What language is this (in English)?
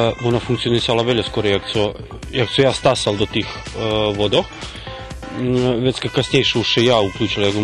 Rusyn